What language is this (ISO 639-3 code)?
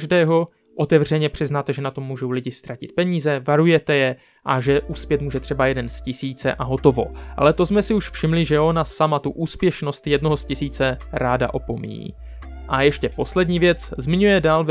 ces